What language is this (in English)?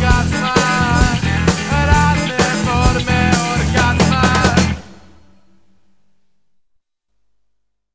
Serbian